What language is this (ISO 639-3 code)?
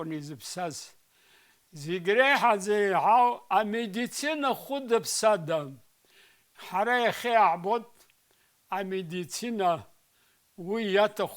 abk